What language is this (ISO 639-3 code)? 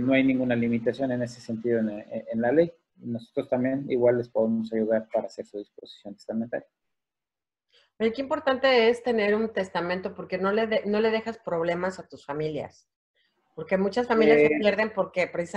spa